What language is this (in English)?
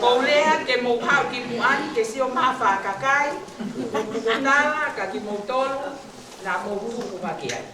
Tongan